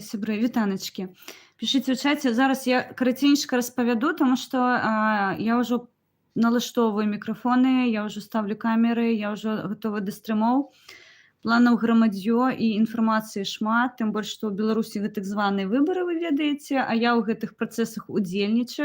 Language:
Belarusian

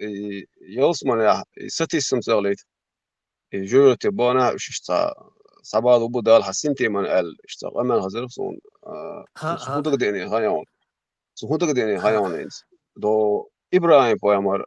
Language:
Chechen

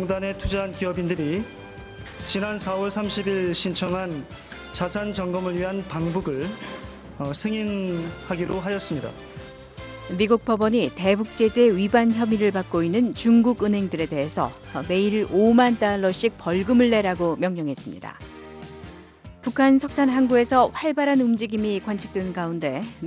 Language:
Korean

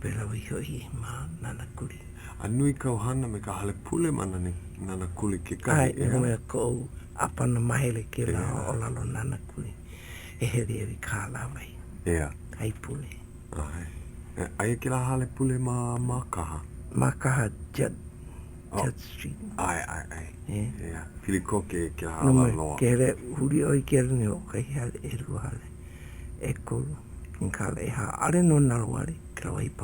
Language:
Hawaiian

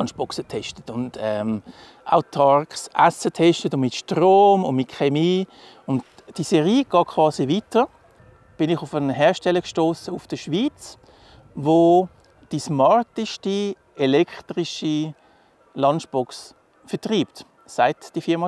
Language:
Swiss German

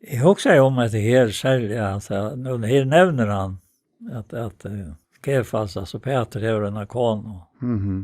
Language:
Faroese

